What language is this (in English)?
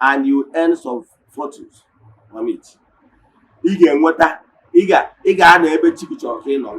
Igbo